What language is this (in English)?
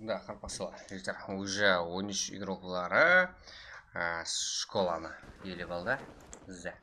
Kara-Kalpak